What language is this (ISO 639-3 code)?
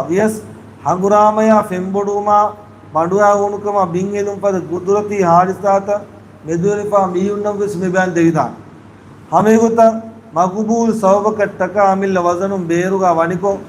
div